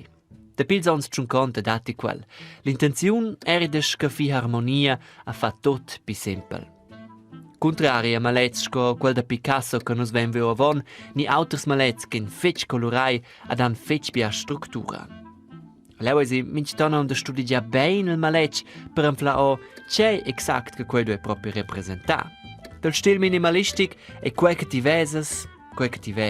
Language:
Romansh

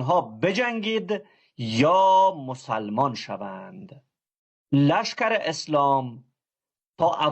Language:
Persian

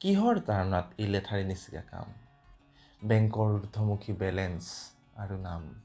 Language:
Assamese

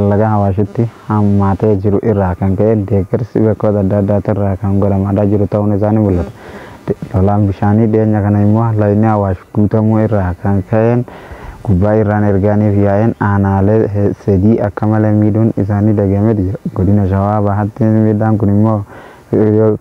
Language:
Oromo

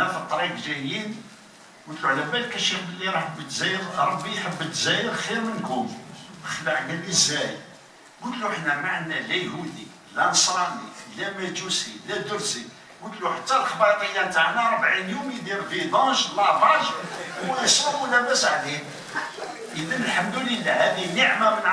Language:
Algerian Arabic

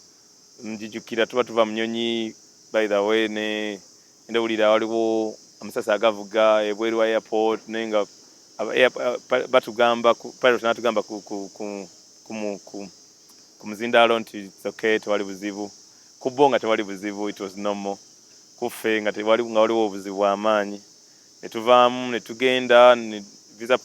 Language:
Ganda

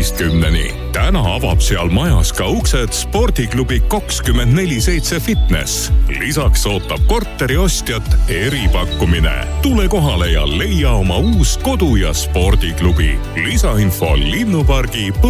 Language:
Estonian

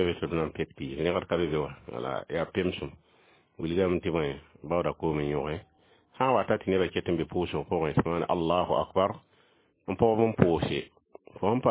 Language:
Mossi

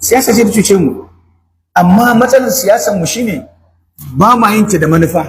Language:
Hausa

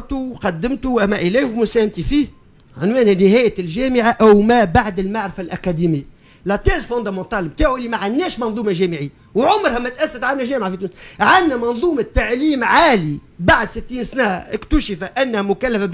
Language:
Tunisian Arabic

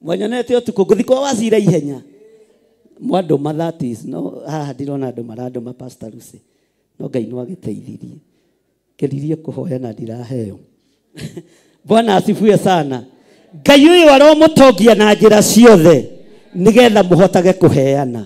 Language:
Kikuyu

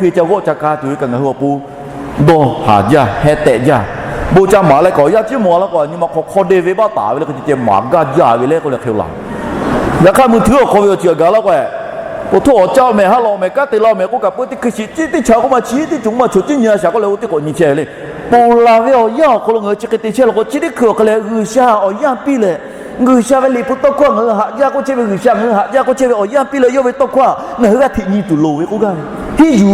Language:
Lahu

